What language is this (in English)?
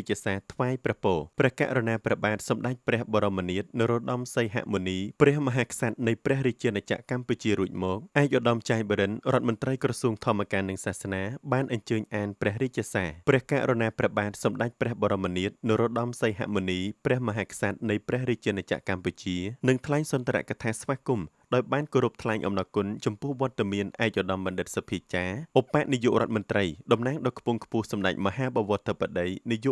Khmer